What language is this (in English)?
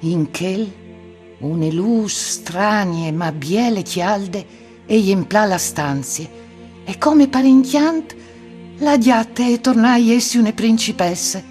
Friulian